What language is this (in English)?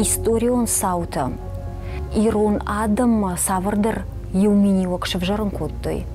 Ossetic